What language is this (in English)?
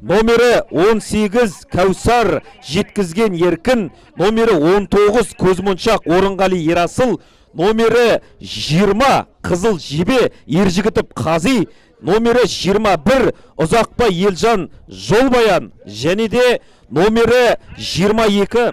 Kazakh